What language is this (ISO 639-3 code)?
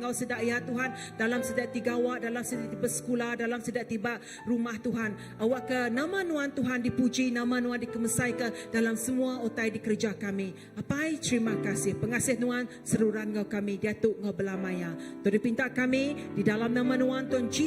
iba